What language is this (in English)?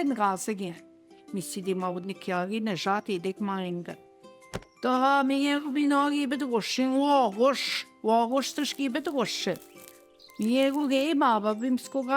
Central Ojibwa